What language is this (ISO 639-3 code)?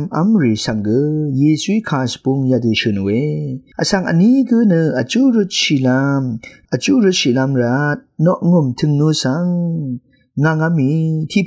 raw